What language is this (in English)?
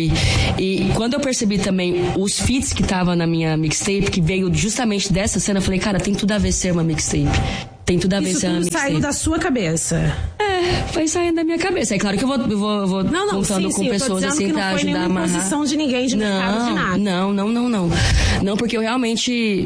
Portuguese